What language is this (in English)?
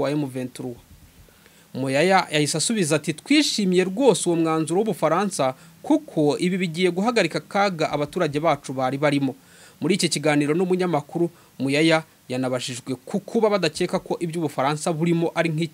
Kinyarwanda